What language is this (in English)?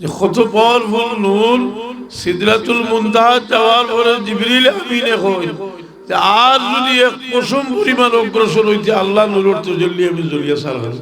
Sylheti